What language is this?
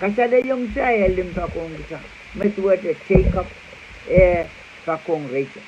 Pohnpeian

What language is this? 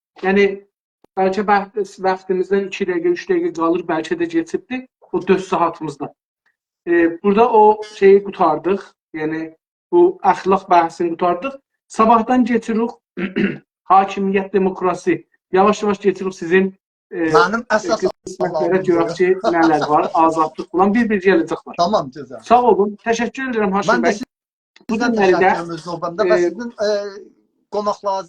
South Azerbaijani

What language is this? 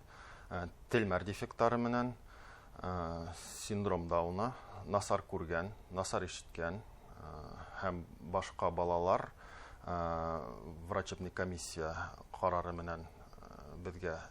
Bashkir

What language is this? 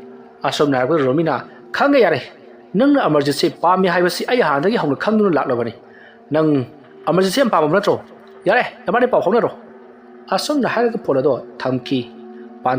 Manipuri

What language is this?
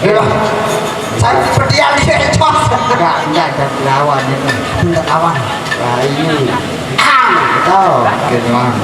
Sasak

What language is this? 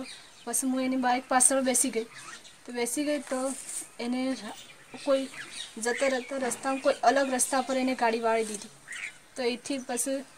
Gujarati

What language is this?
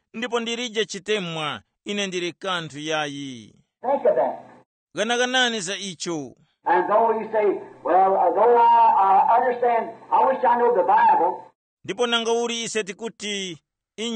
Tumbuka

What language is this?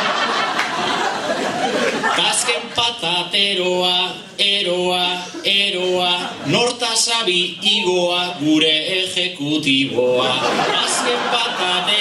Basque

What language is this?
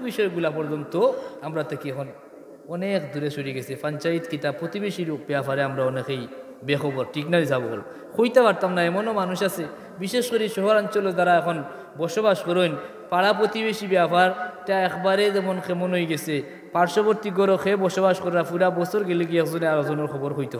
Sylheti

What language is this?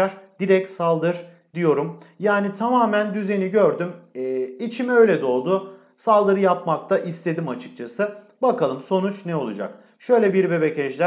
Turkish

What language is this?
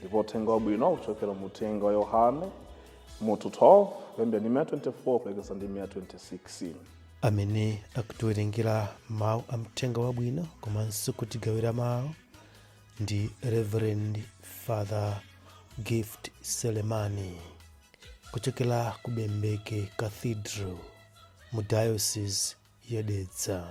Nyanja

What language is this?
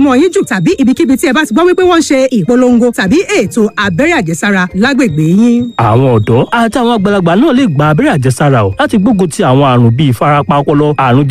Yoruba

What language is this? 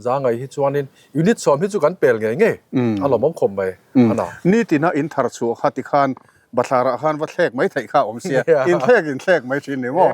Mizo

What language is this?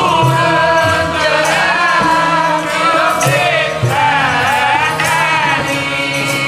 Punjabi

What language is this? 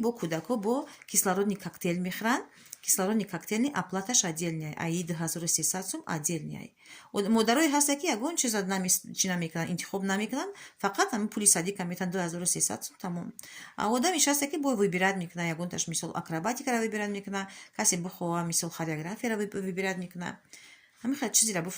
Tajik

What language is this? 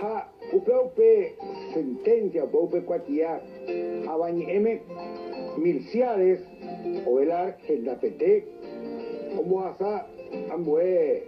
Guarani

